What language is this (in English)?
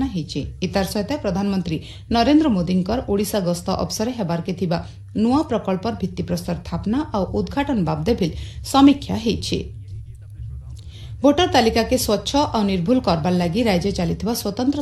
Odia